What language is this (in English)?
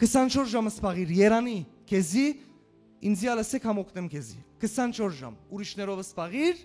Western Armenian